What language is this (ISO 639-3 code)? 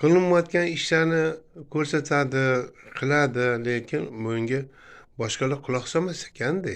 uzb